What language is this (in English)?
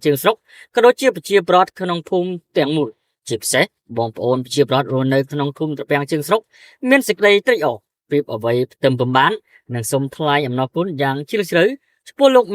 Khmer